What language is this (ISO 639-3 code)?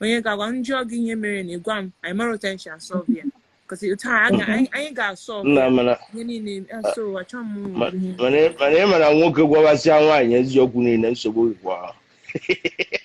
ibo